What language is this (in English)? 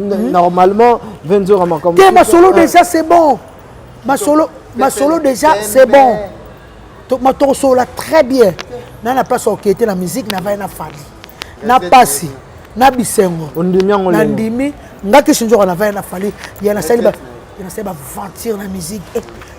Lingala